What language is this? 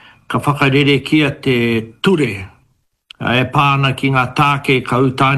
Māori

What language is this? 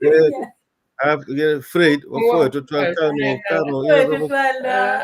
Acoli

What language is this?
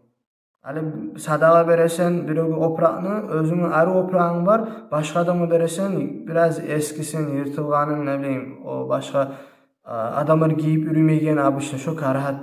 Kumyk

